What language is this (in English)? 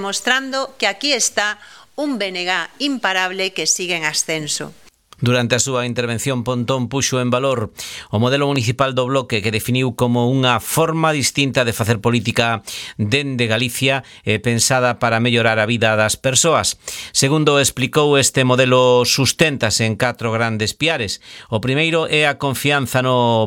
Galician